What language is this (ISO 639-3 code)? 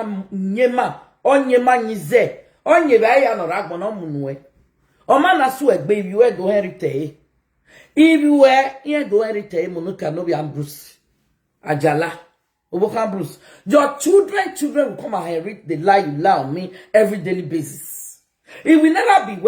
pcm